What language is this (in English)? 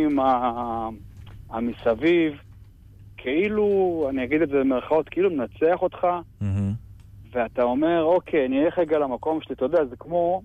Hebrew